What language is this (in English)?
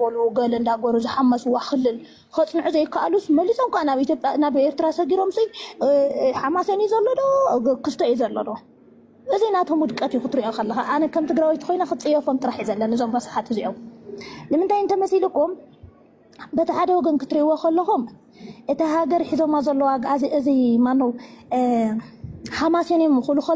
Tigrinya